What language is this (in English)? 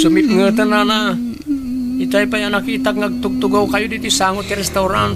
Iloko